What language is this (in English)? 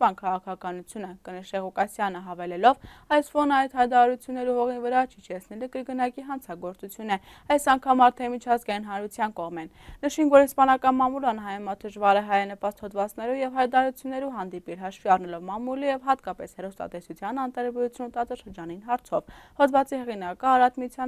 Armenian